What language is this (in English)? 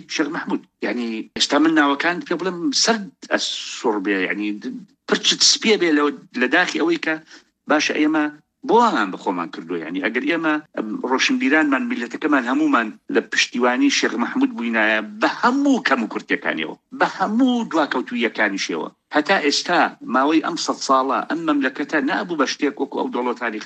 Central Kurdish